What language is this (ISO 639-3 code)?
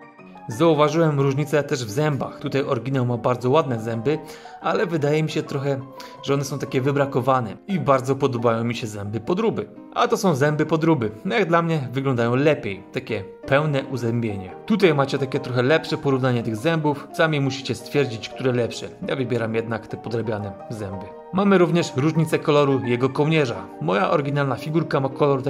pol